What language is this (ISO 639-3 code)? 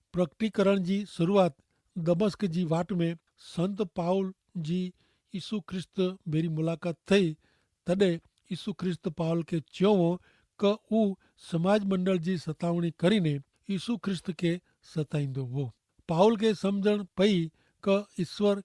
kfr